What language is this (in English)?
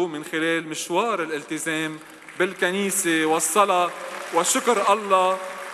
North Levantine Arabic